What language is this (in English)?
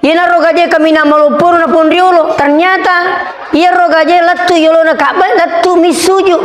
Buginese